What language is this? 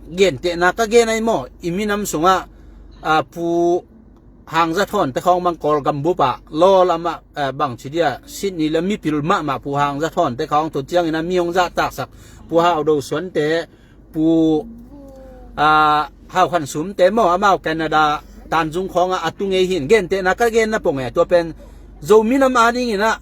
Tedim Chin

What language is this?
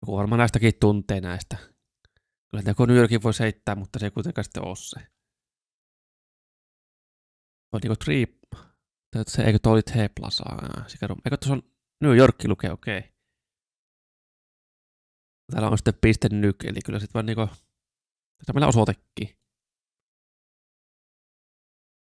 Finnish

